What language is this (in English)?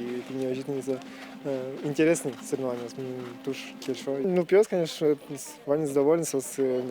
Udmurt